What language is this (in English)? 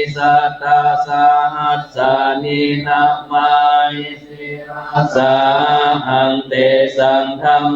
Pali